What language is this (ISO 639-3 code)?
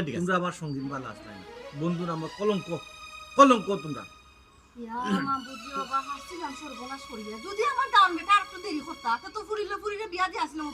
syl